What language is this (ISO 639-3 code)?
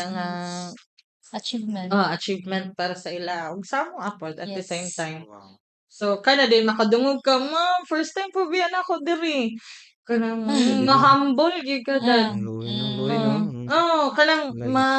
ceb